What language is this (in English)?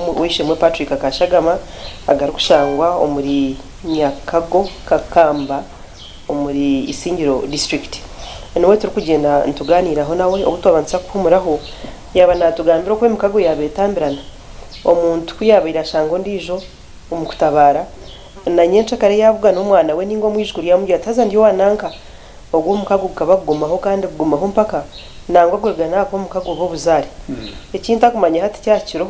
Nyankole